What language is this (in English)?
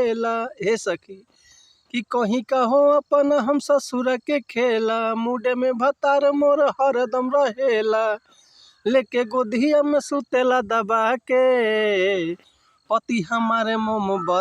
Bhojpuri